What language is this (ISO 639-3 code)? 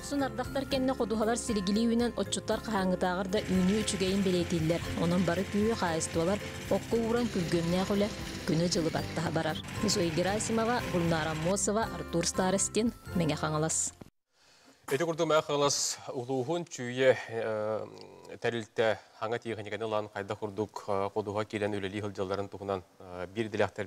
sah